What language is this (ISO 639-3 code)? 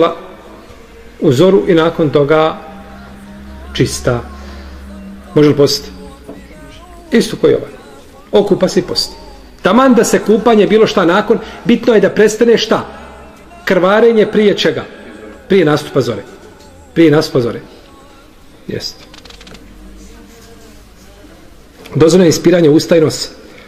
bos